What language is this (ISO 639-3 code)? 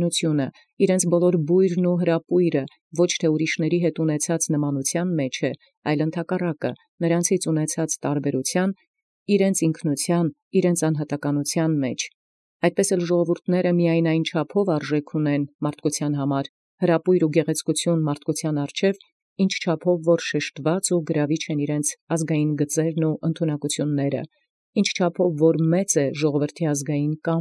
hye